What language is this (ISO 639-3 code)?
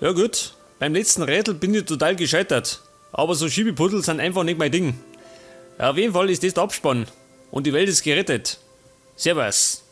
bar